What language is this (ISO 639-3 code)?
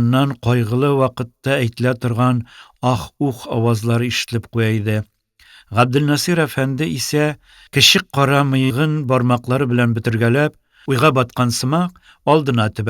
tat